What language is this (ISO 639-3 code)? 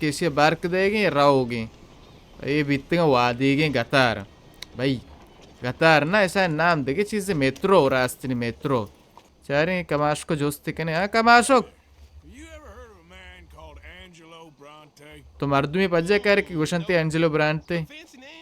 bal